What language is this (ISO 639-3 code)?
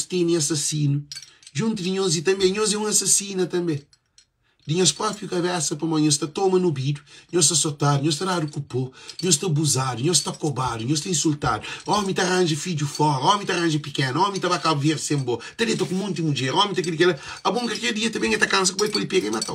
kea